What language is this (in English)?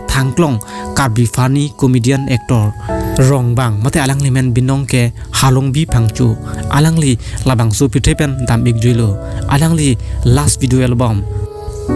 Karbi